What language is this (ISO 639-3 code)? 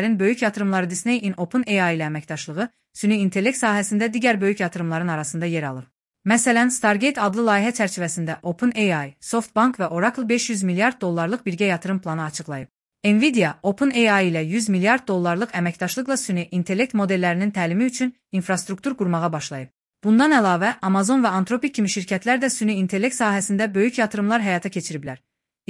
aze